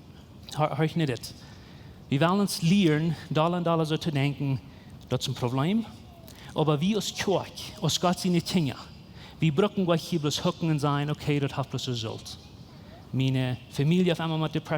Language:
Plautdietsch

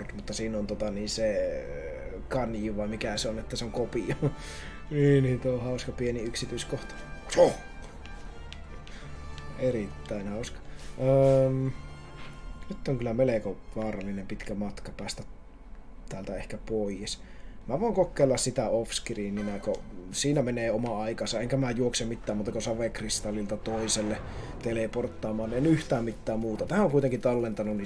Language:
Finnish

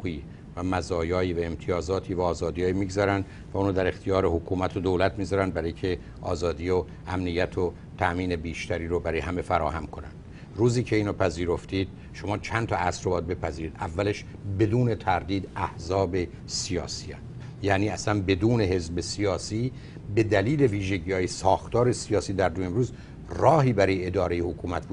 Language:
Persian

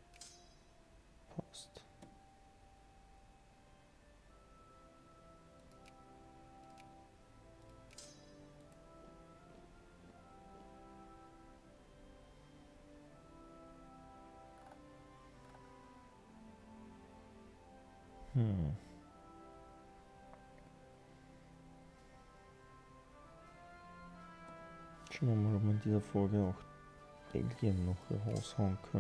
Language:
German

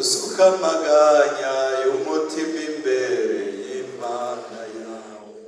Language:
Rundi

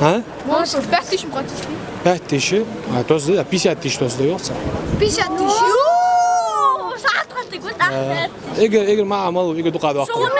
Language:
Ingush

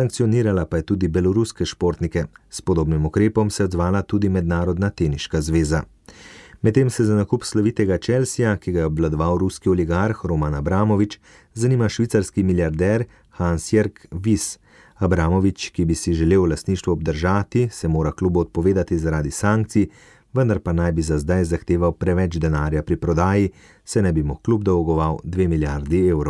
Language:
Slovenian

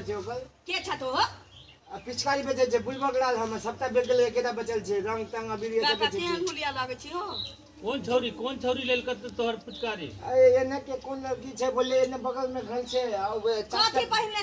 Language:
Maithili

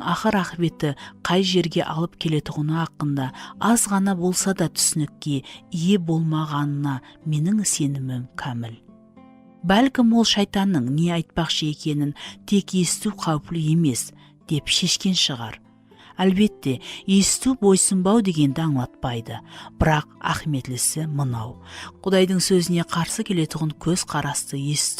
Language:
Kara-Kalpak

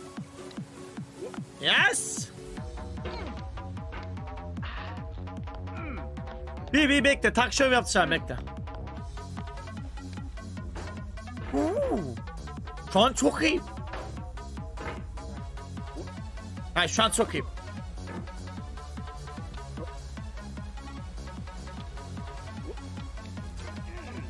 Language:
Turkish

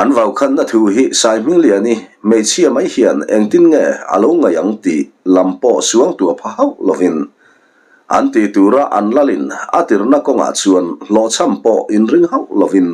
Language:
Mizo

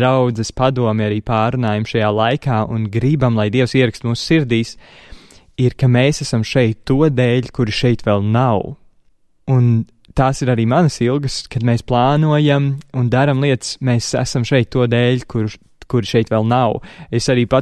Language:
Latvian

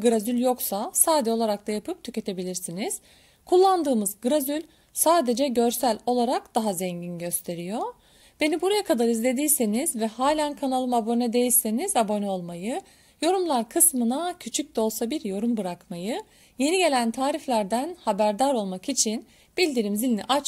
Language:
Turkish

